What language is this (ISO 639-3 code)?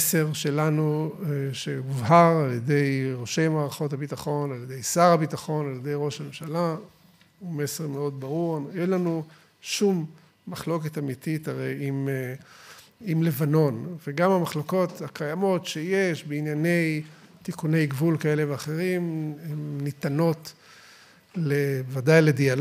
heb